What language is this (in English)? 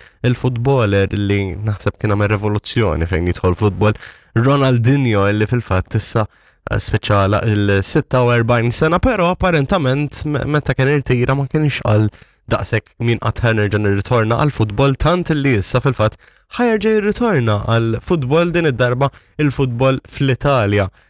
Maltese